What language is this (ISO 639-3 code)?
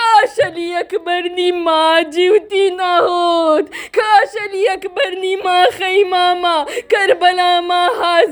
guj